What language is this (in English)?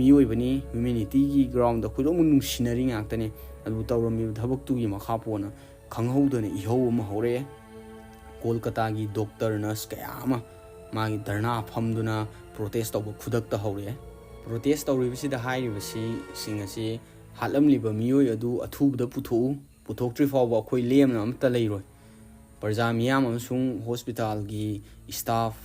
Manipuri